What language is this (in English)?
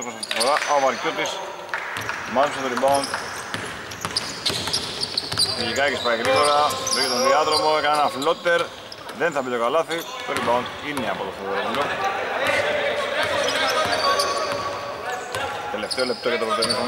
Greek